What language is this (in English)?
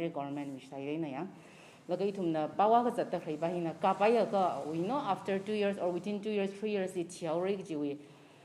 Tangkhul Naga (India)